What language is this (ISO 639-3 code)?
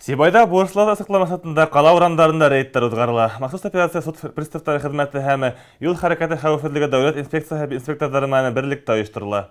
bak